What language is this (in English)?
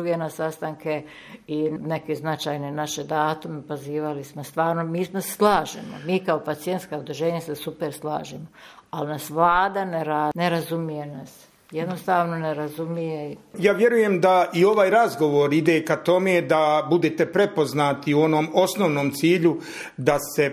Bosnian